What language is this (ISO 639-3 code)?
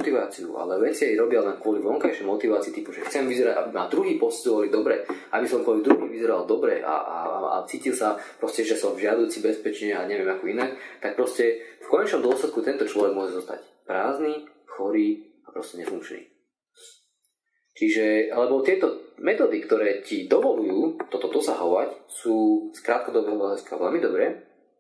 slk